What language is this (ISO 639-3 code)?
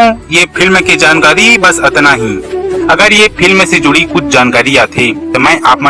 hne